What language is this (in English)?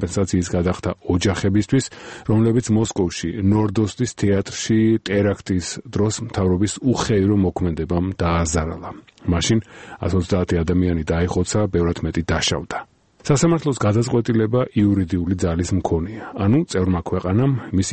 Georgian